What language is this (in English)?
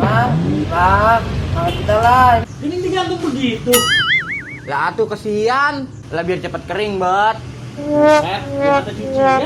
Betawi